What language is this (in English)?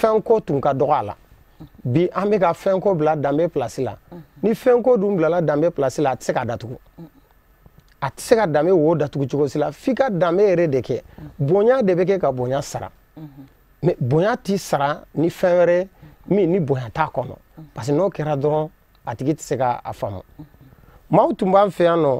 Bambara